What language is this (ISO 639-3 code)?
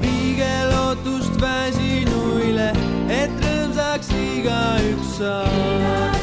est